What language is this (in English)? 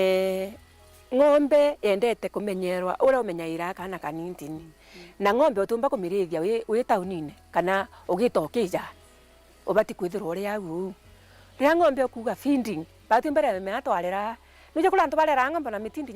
Meru